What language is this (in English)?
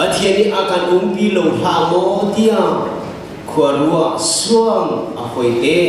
Hakha Chin